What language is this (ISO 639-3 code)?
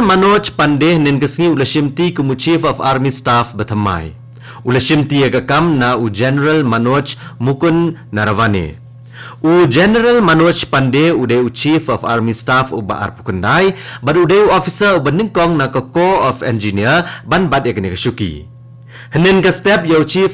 kha